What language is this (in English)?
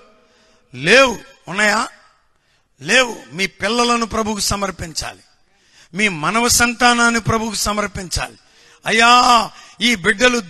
Telugu